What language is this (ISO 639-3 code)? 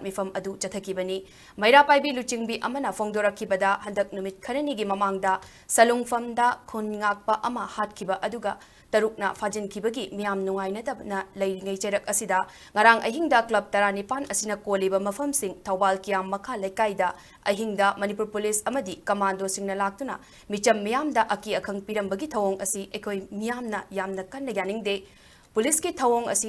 mni